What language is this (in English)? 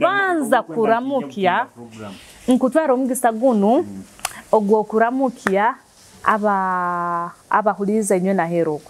Nyoro